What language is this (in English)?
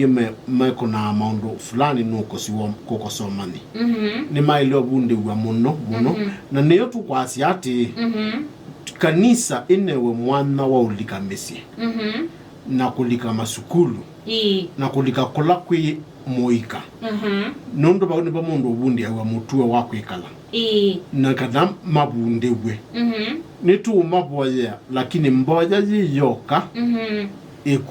Kamba